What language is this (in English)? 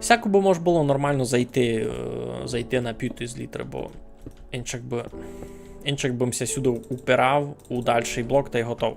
Rusyn